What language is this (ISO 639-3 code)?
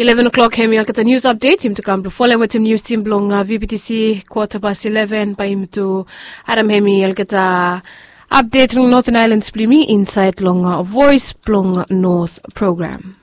bis